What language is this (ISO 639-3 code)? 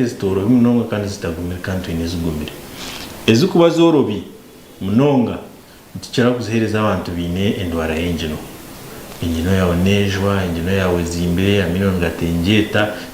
nyn